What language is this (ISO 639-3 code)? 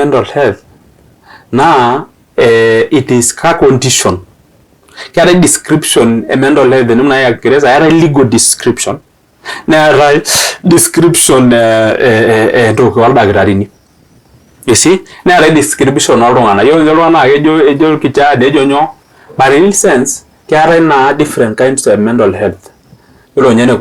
mas